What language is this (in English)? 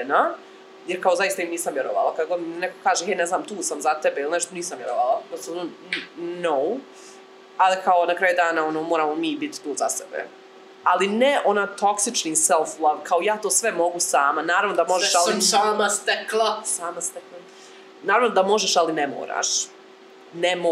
Croatian